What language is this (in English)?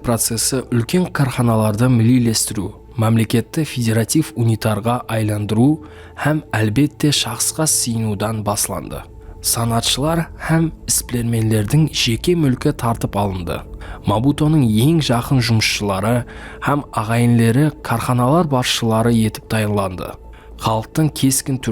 Kara-Kalpak